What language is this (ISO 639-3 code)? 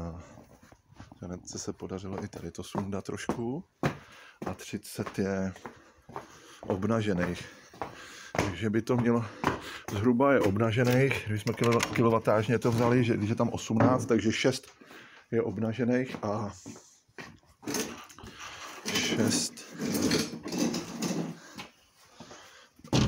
ces